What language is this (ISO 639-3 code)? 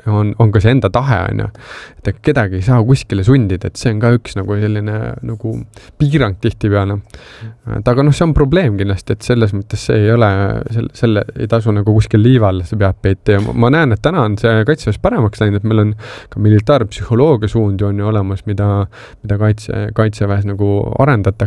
est